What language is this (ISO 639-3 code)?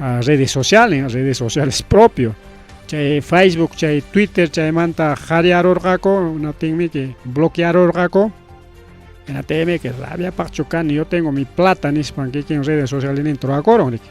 quy